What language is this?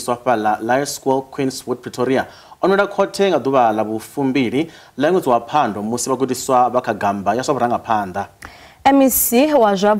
Venda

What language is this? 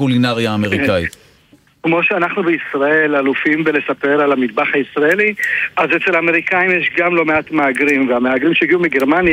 Hebrew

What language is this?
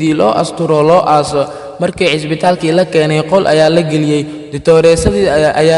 Somali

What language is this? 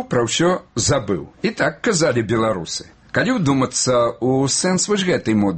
Belarusian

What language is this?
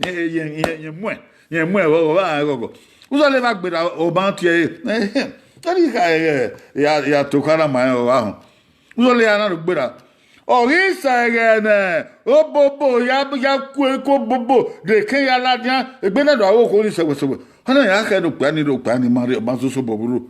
Bini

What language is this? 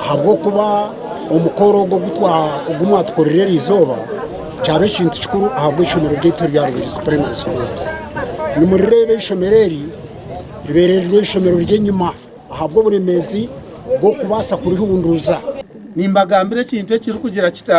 Nyankole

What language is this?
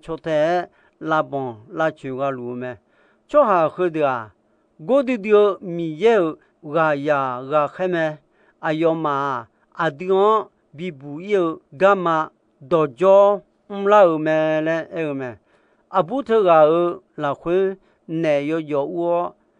Akha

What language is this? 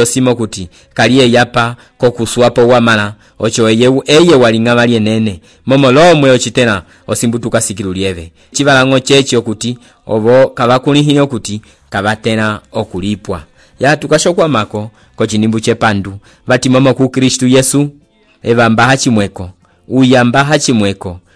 Umbundu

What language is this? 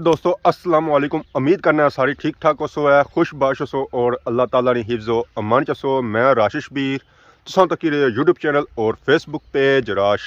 Pahari-Potwari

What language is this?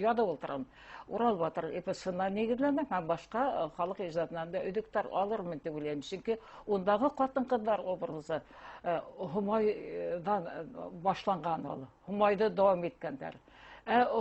Bashkir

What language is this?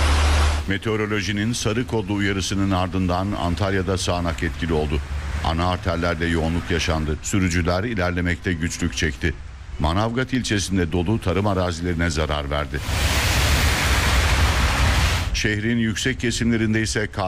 Turkish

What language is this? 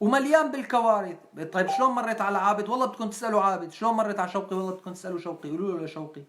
North Levantine Arabic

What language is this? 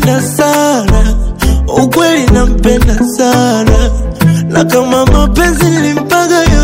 Swahili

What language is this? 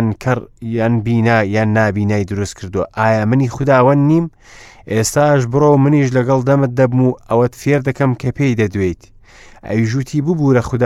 Central Kurdish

